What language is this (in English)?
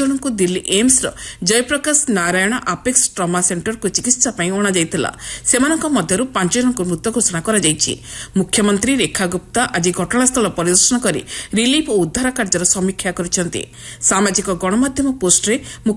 Odia